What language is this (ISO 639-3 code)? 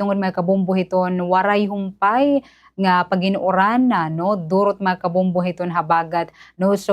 war